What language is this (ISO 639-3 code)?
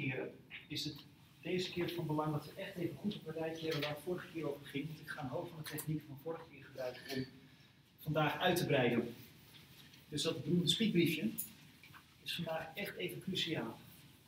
nld